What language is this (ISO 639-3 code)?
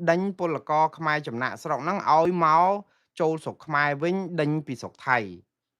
khm